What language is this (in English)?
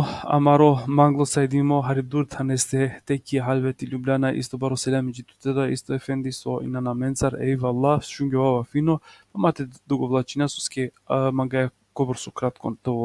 Balkan Romani